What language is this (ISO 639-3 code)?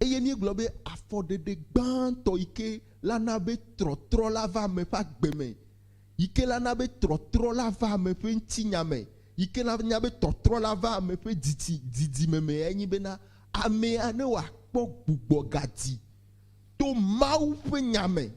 ewe